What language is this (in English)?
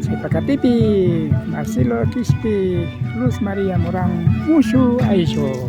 Imbabura Highland Quichua